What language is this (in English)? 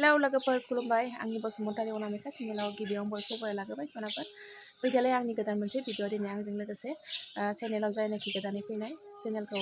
Bodo